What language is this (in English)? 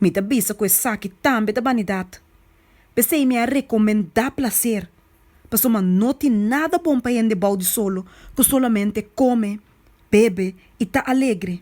Papiamento